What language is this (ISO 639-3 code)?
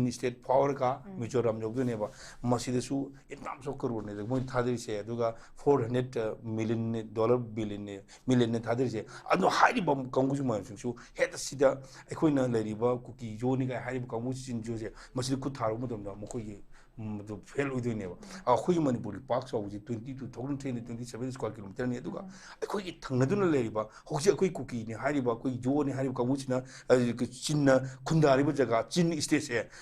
mni